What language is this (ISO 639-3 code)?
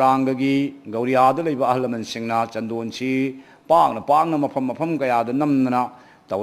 mni